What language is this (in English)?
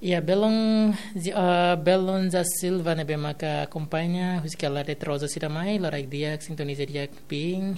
Tetum